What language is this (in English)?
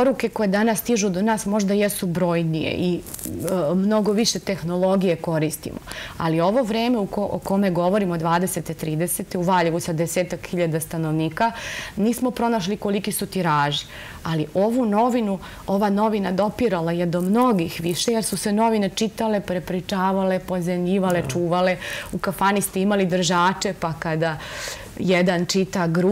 Serbian